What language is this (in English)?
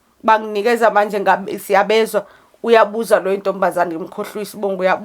Zulu